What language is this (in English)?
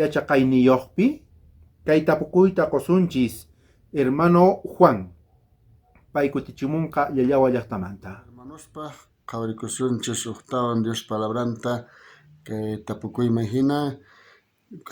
South Bolivian Quechua